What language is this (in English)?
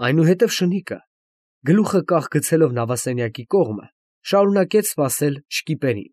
Armenian